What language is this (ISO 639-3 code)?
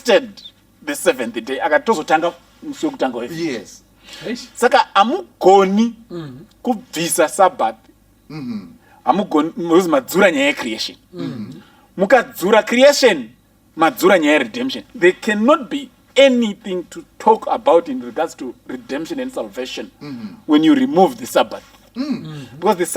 sna